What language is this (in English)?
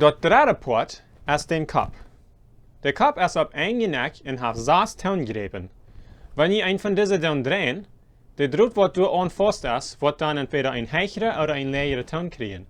Plautdietsch